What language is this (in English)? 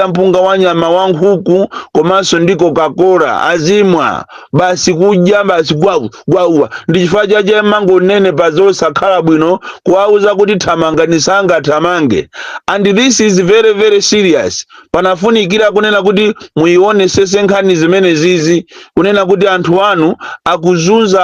Nyanja